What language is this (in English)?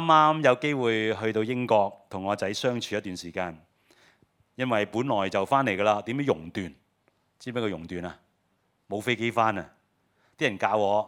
Cantonese